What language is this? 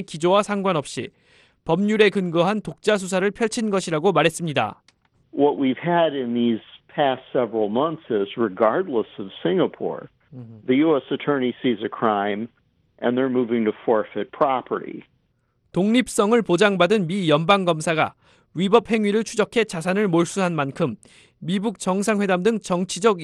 Korean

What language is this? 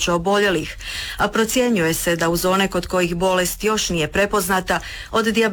Croatian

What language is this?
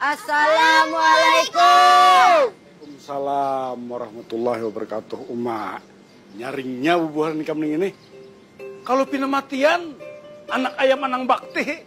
Banjar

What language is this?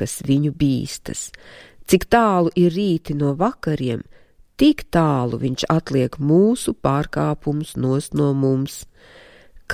Latvian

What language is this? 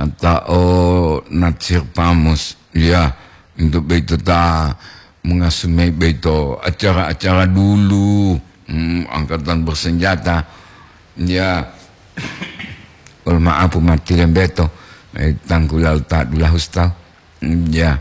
Gorontalo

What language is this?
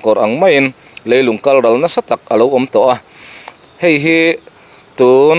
Mizo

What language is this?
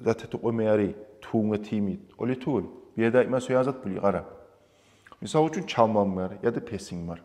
Kumyk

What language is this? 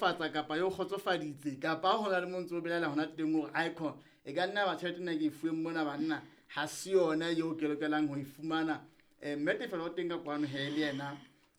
Southern Sotho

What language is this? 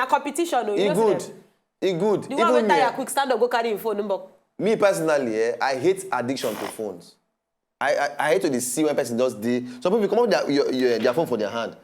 Nigerian Pidgin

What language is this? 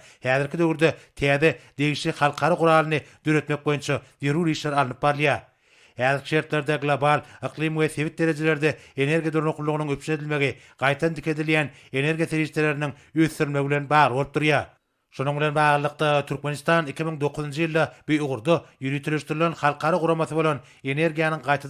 Turkmen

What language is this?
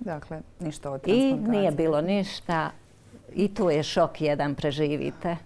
Serbian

